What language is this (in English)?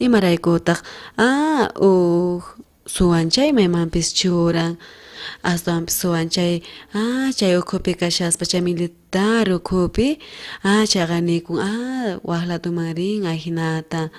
South Bolivian Quechua